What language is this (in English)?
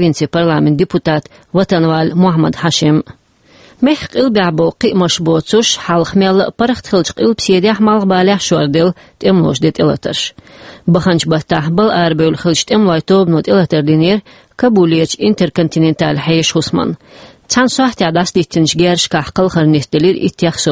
Chechen